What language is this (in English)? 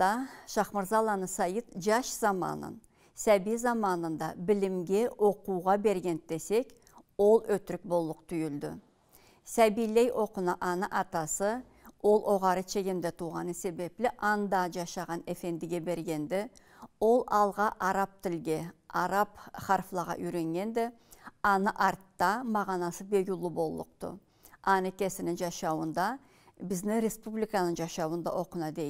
Karachay-Balkar